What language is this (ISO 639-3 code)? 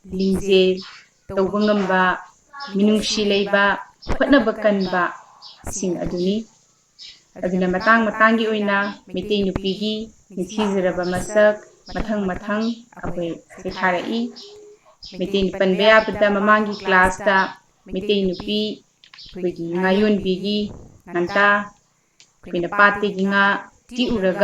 mni